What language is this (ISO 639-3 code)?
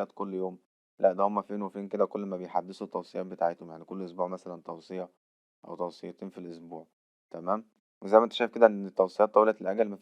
arz